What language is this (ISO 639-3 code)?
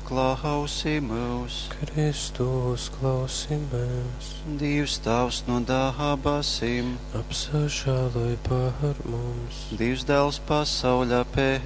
ltg